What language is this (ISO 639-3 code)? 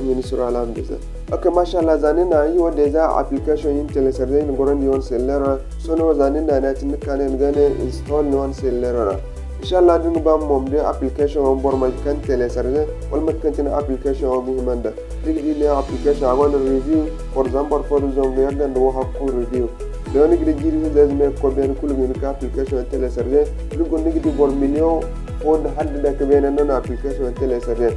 dje